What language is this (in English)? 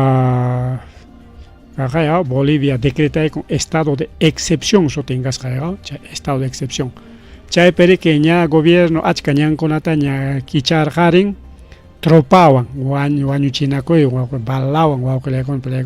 Ayacucho Quechua